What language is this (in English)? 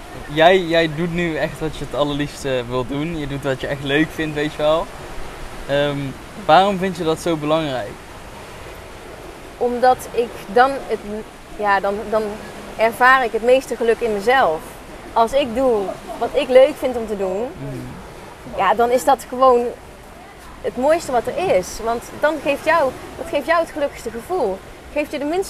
Dutch